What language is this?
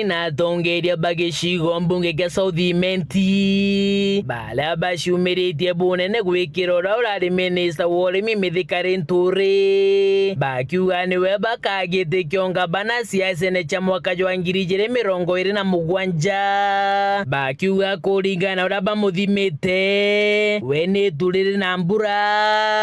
Meru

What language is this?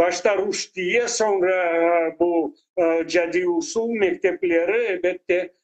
Crimean Tatar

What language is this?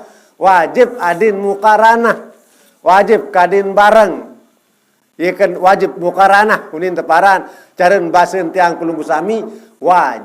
Sasak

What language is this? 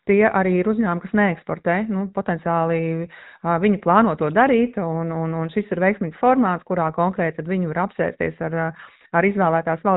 Latvian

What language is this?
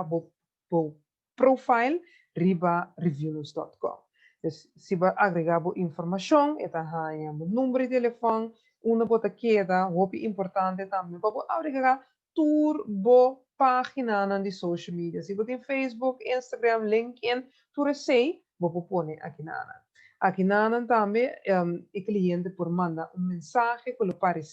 Papiamento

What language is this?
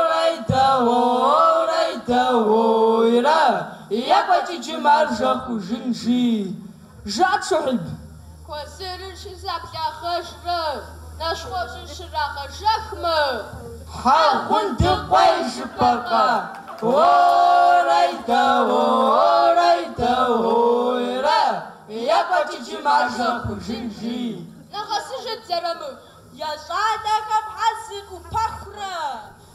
Kabardian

